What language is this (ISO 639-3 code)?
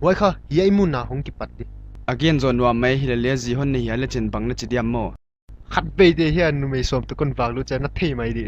pck